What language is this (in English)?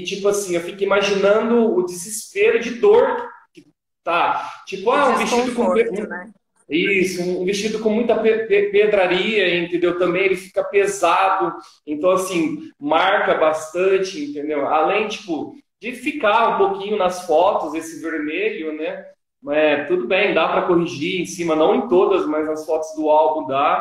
Portuguese